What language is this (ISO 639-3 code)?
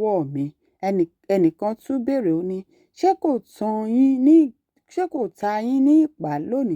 yor